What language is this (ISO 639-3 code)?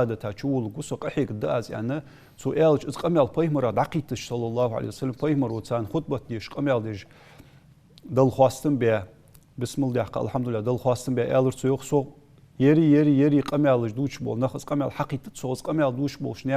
inh